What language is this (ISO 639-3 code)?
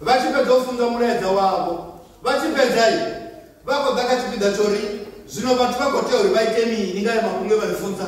ven